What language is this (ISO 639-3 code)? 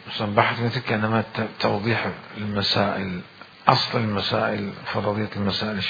acm